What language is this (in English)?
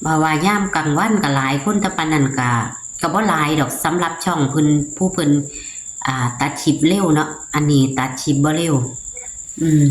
Northeastern Thai